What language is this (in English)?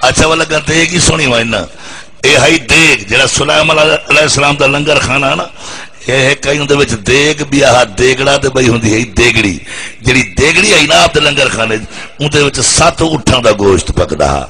Saraiki